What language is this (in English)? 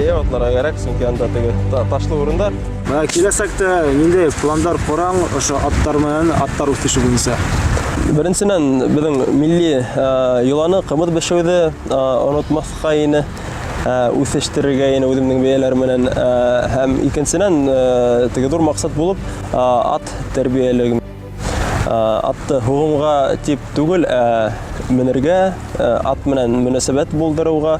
Bashkir